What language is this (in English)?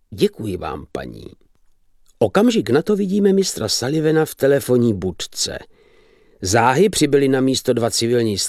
Czech